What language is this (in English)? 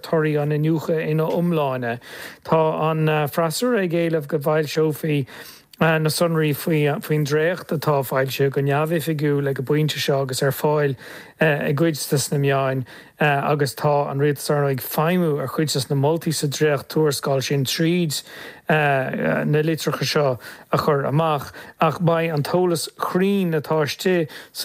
Irish